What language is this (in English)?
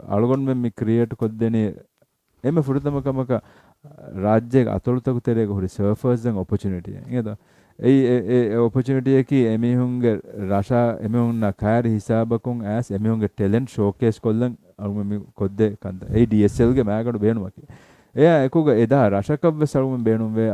Divehi